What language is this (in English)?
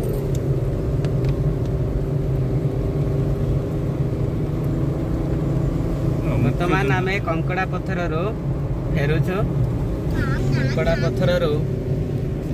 Odia